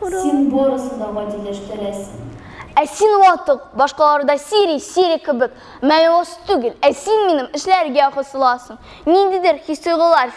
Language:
Tatar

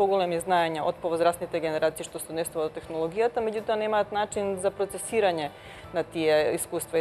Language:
Macedonian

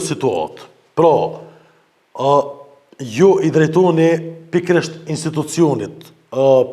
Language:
Albanian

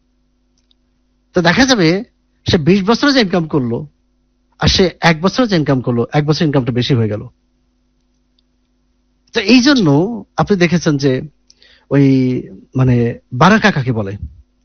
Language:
Bangla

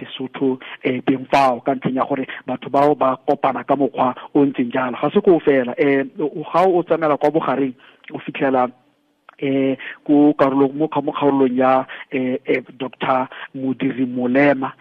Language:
Tswana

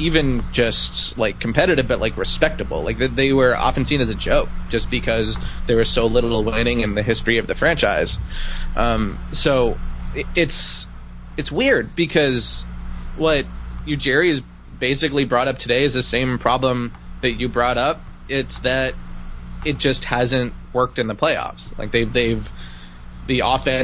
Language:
English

